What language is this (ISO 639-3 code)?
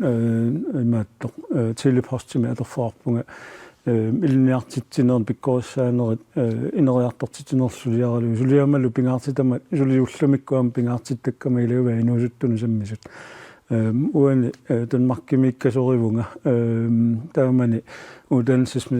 kal